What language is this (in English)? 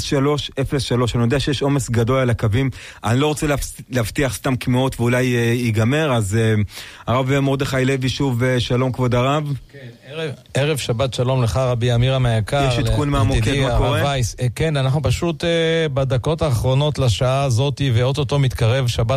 Hebrew